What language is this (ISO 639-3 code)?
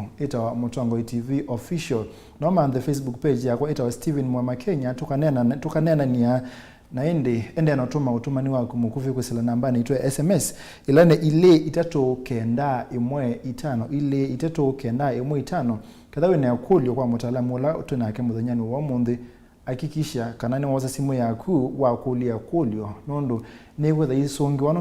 kam